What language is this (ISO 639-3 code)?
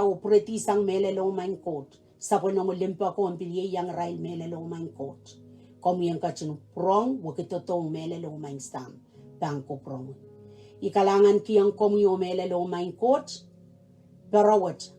pon